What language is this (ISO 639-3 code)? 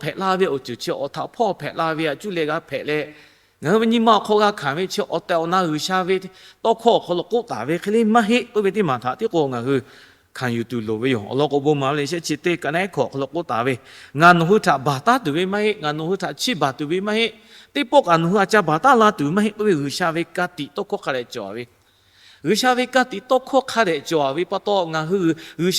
lhu